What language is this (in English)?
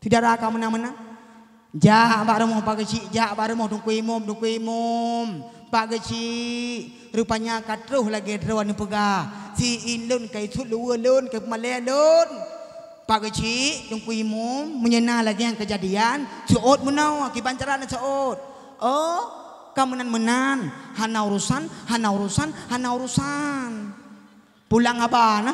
Achinese